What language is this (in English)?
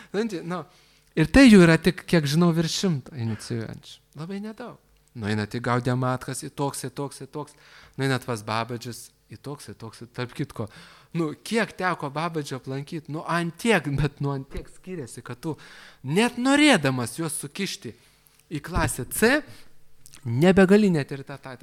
Lithuanian